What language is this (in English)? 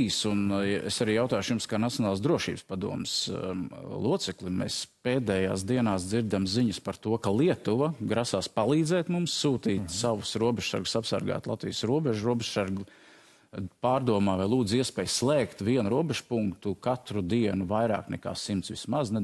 Latvian